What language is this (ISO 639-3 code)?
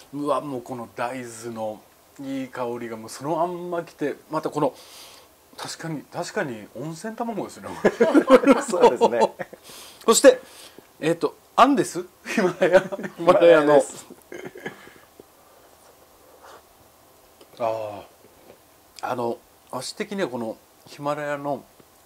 jpn